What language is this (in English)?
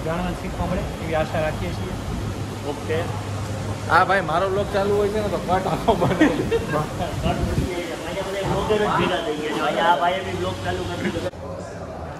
Gujarati